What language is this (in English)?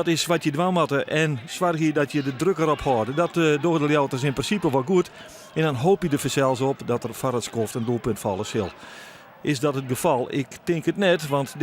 Western Frisian